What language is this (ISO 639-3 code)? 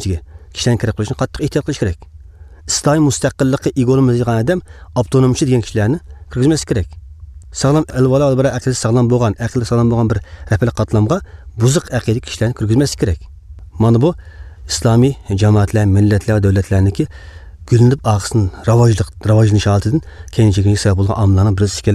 uig